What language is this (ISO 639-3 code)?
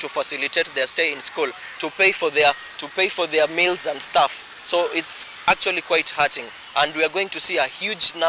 kam